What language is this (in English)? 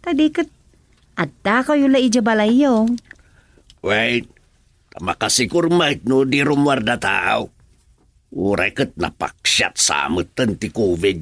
Iloko